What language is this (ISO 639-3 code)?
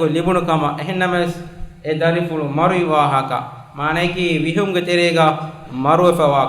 div